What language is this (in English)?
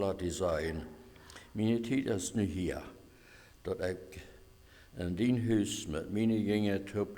Plautdietsch